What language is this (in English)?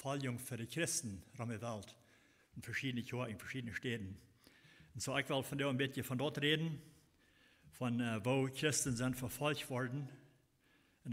Plautdietsch